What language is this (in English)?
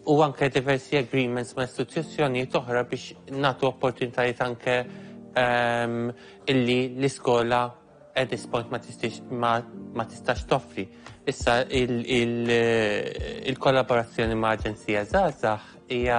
Maltese